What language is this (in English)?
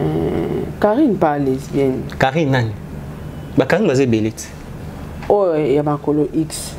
Lingala